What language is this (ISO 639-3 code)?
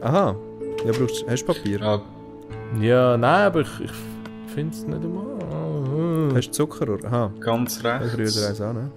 gsw